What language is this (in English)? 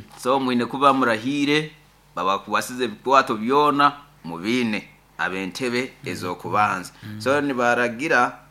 Nyoro